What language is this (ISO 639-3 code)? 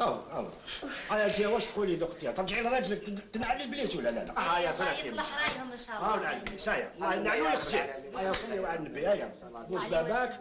arq